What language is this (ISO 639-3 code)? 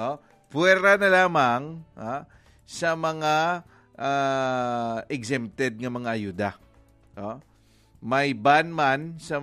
hil